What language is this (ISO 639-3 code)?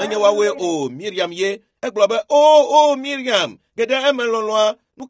ewe